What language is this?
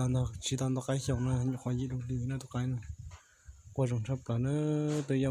Hmong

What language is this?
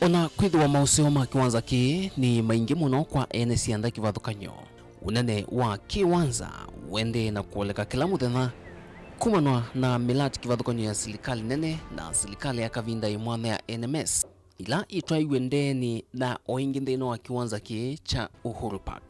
Kamba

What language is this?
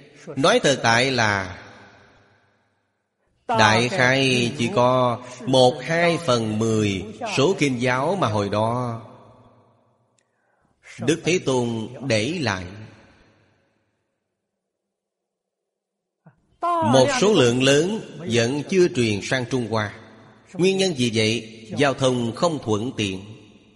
Vietnamese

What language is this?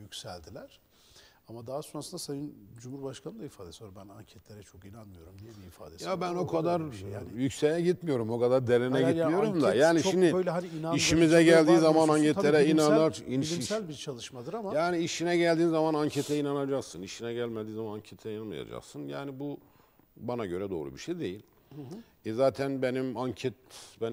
Turkish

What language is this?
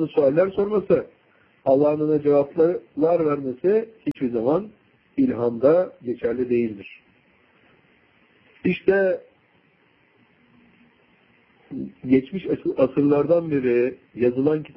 Turkish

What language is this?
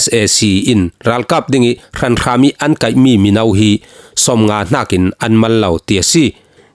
Falam Chin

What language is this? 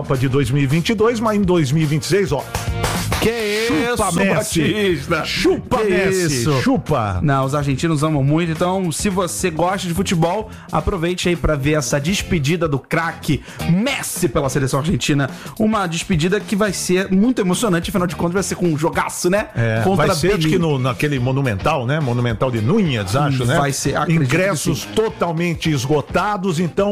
Portuguese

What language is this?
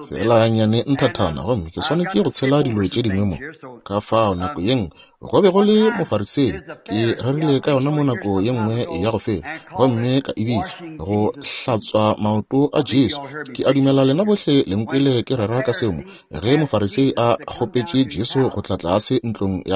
Northern Sotho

